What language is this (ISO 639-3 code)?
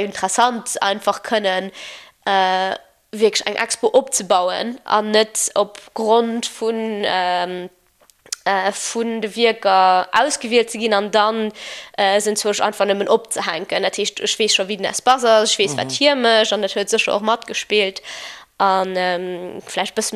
ltz